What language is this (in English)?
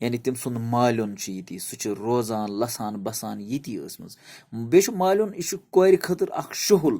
Kashmiri